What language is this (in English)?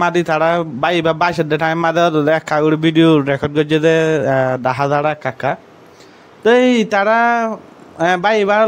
Rohingya